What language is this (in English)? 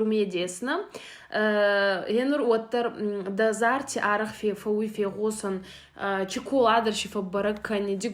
Ossetic